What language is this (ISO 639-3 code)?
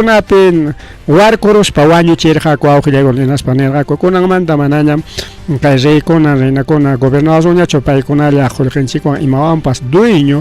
quy